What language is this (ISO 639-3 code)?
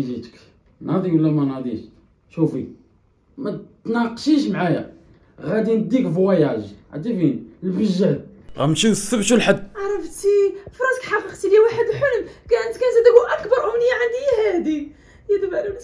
ary